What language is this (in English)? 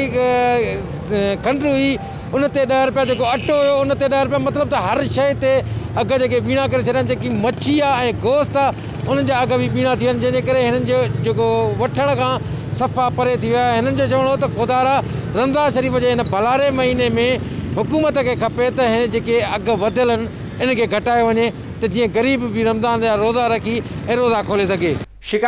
Sindhi